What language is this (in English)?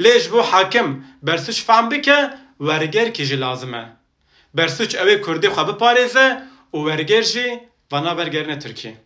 Kurdish